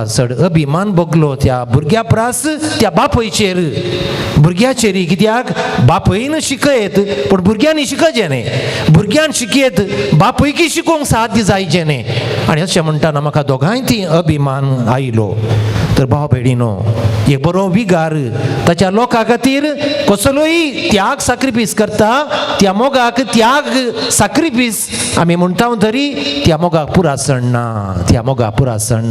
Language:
Konkani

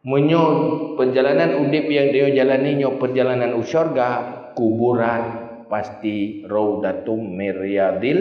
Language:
Achinese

